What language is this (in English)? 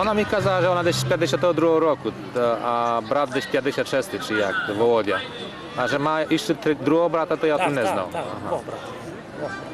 Rusyn